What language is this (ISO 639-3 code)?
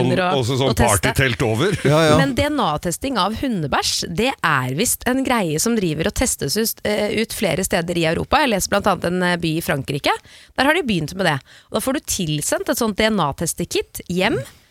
nor